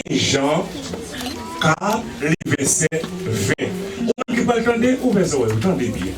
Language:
Haitian Creole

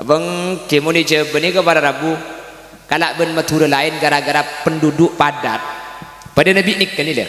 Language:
Madurese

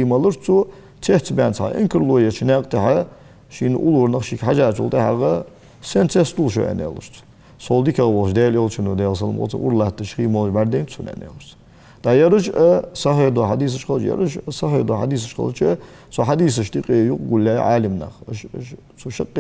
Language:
Ingush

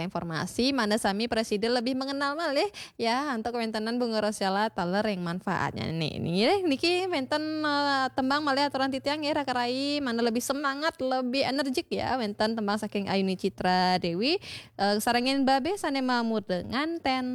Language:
Balinese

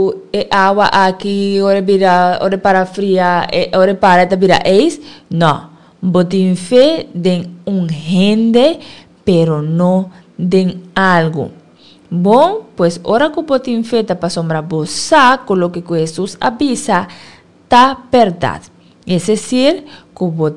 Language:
Papiamento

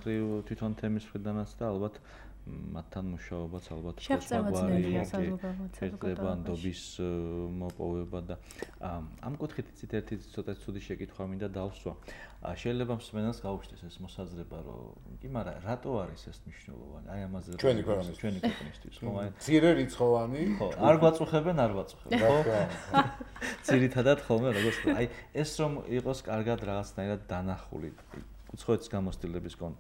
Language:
Georgian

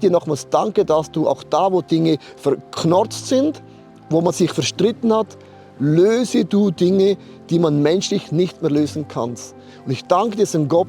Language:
Swiss German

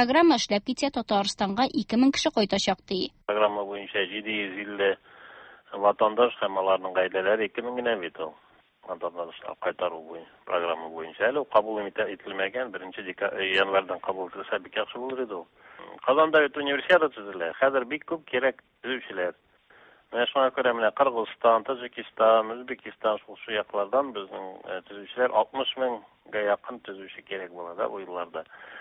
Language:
Tatar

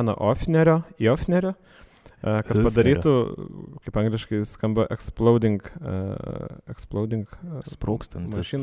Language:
Lithuanian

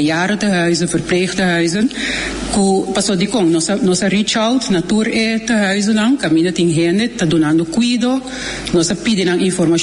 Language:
Papiamento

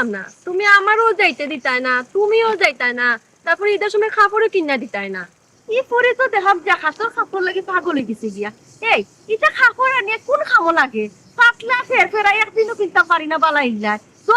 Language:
Sylheti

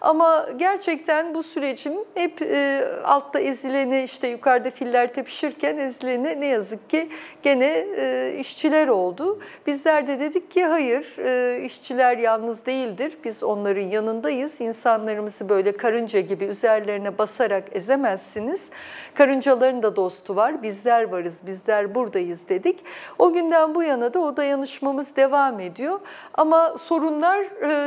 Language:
Turkish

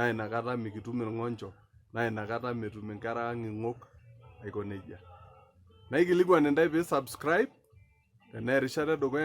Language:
Masai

